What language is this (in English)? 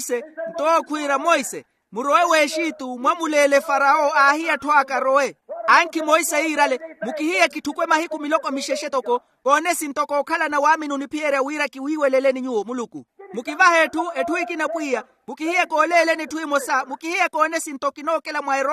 Makhuwa